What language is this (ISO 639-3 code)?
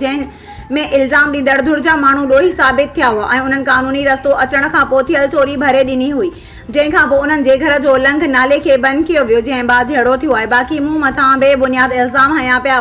snd